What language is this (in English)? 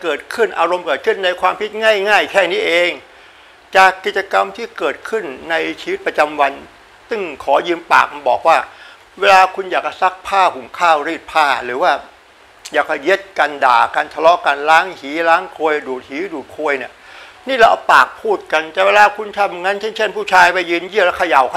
Thai